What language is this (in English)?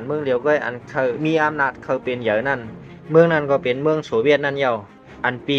Shan